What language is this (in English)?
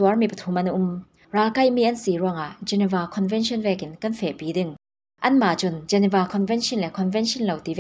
Falam Chin